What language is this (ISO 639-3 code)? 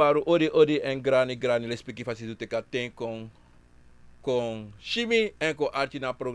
srn